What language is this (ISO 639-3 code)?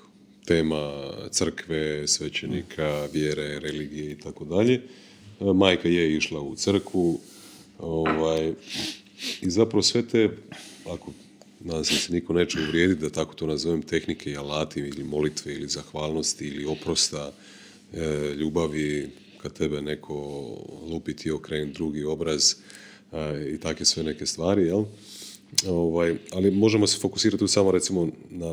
hrv